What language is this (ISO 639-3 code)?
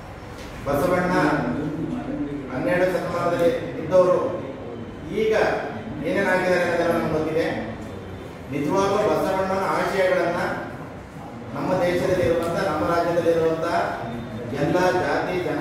kan